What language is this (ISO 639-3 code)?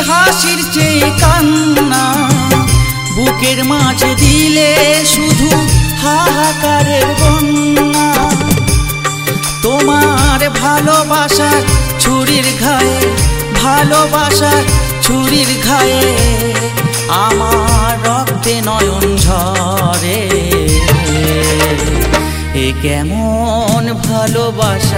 ben